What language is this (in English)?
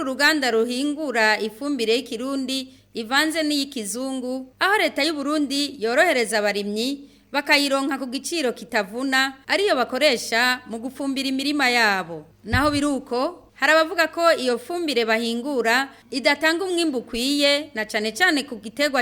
Rundi